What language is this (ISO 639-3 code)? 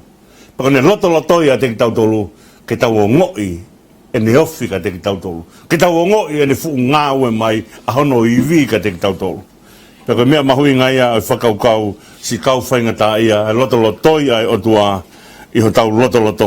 ton